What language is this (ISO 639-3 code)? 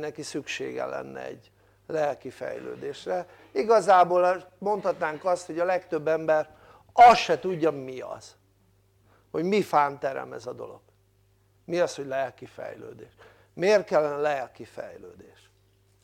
hun